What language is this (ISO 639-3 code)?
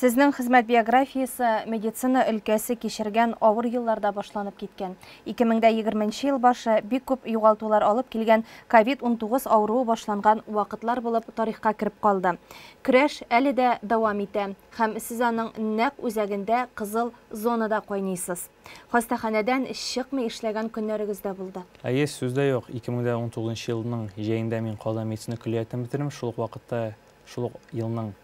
tat